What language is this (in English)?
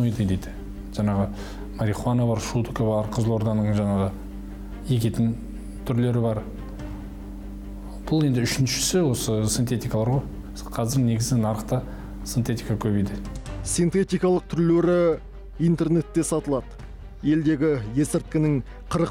Kazakh